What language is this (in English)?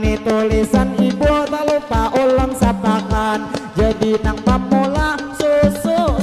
Banjar